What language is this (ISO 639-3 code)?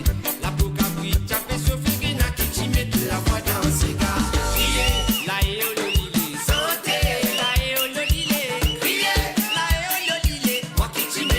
mfe